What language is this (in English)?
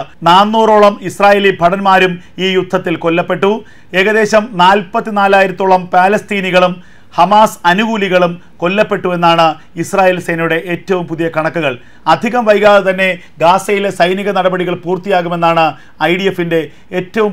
Malayalam